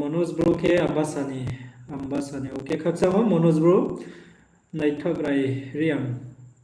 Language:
Riang (India)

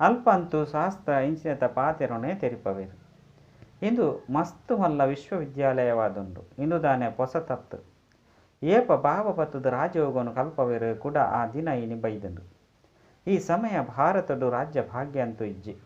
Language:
Tulu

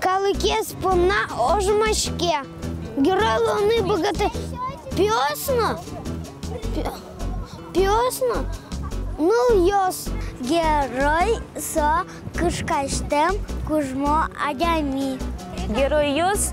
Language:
Udmurt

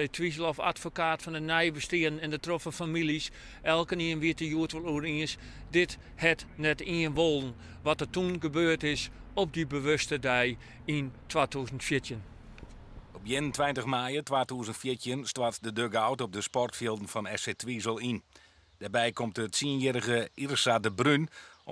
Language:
Western Frisian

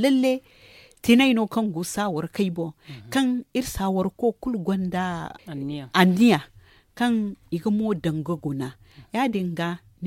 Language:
Zarma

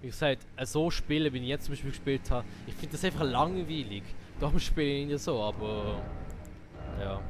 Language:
Swiss German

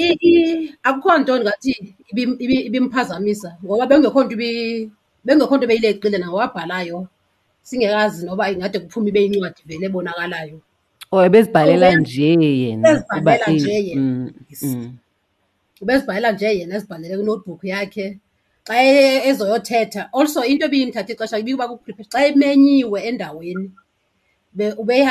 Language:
Xhosa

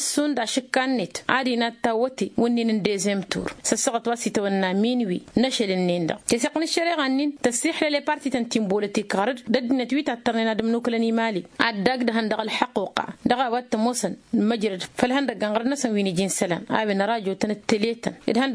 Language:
Tamasheq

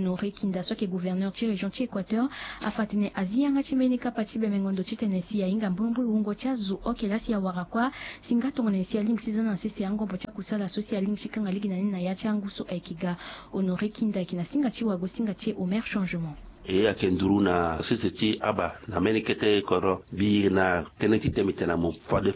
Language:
Sango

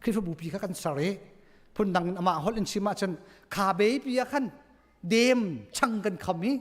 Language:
Hakha Chin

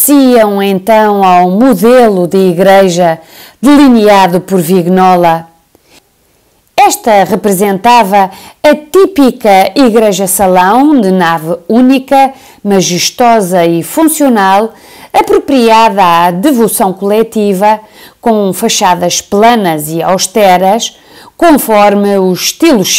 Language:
Portuguese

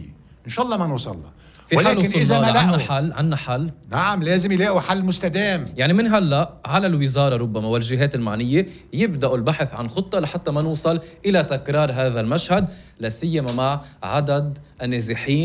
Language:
North Levantine Arabic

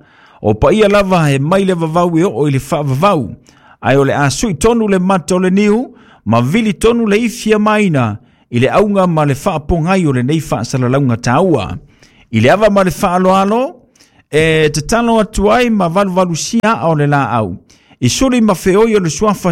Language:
Samoan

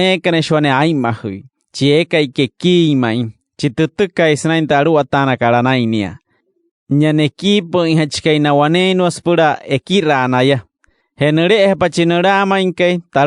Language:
Wayuu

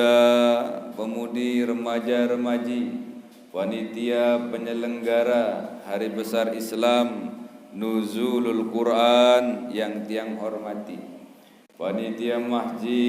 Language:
Sasak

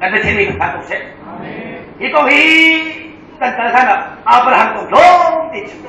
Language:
Hakha Chin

